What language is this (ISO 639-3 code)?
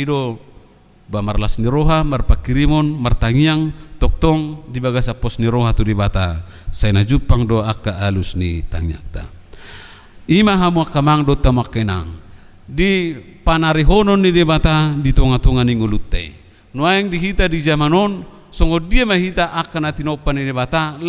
bbc